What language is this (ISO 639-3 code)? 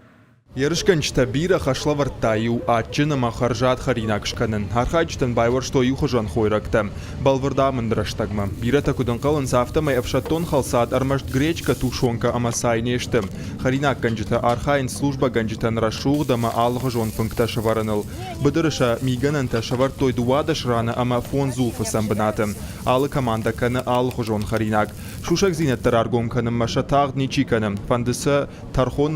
oss